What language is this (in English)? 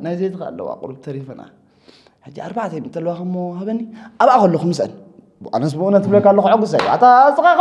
Tigrinya